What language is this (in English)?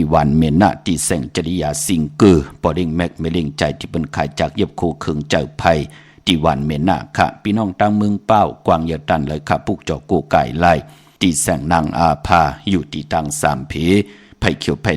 Shan